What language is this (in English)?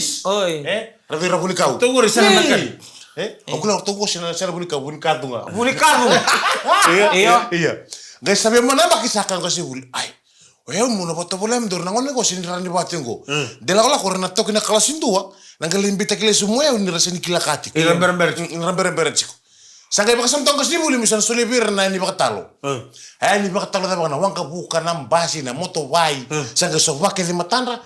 Fijian